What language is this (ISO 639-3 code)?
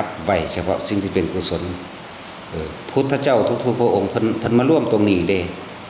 tts